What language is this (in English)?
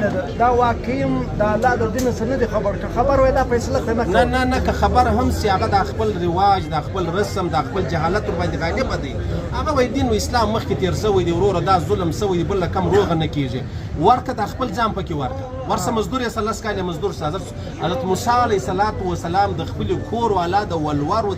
Pashto